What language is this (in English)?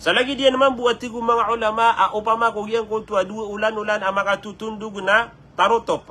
Maranao